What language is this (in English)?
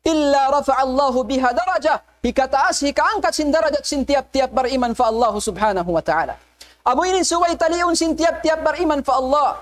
Tausug